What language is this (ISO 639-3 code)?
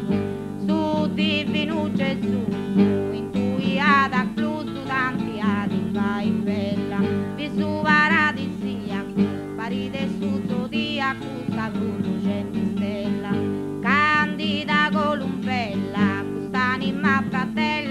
srd